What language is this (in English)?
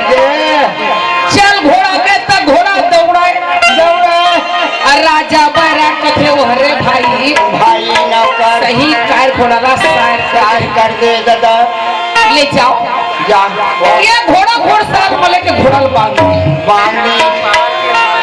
Chhattisgarhi